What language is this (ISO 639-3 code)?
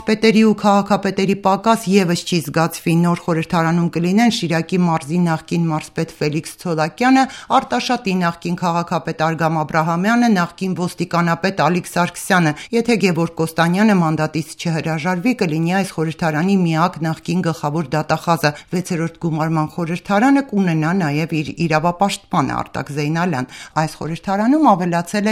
hye